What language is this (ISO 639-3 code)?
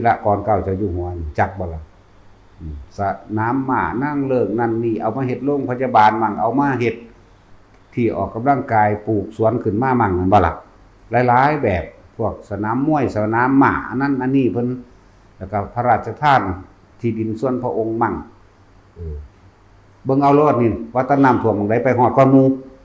tts